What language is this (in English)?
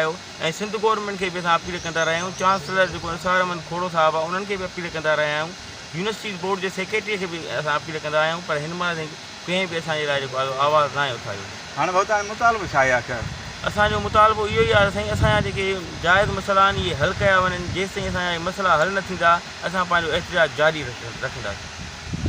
Sindhi